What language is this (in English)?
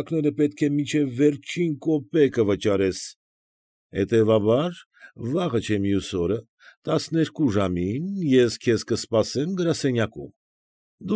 Armenian